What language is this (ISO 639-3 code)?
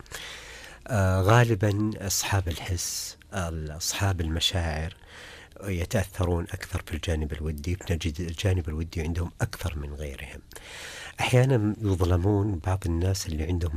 ars